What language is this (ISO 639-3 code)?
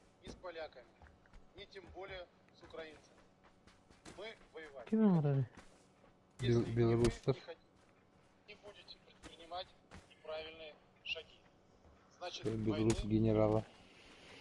sah